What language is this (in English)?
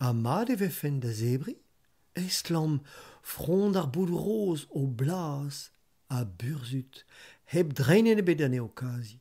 Breton